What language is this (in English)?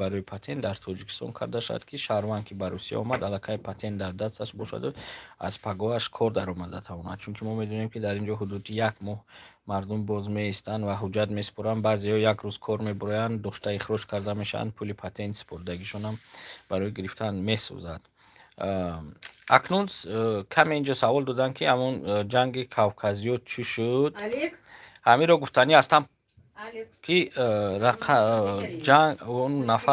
Tajik